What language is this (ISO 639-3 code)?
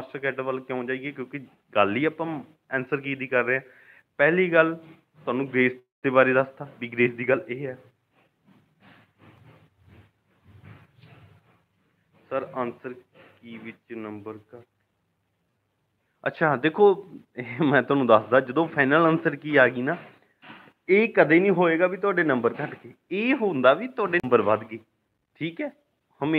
pan